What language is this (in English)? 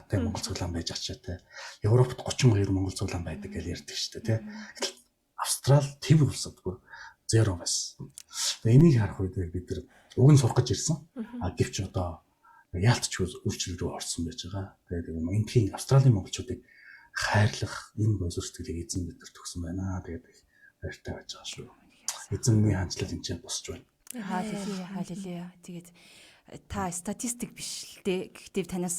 Mongolian